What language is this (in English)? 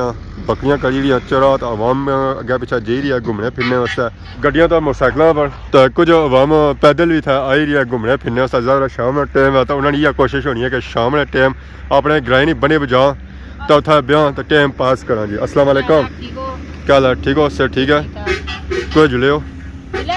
Pahari-Potwari